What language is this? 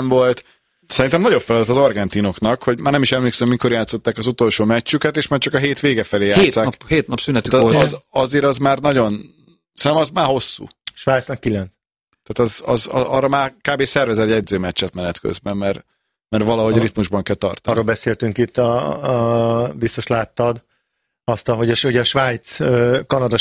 Hungarian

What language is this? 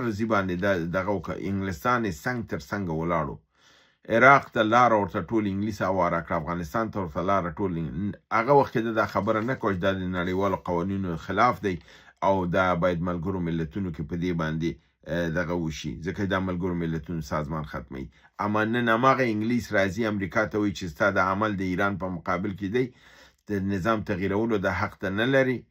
Pashto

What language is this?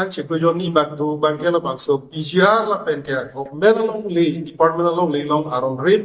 Karbi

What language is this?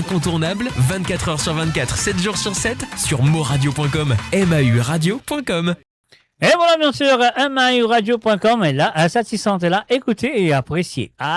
Morisyen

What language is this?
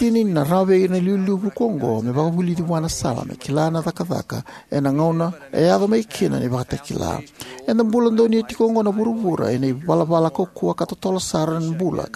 Fijian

